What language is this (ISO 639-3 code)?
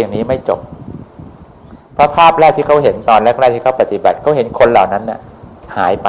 tha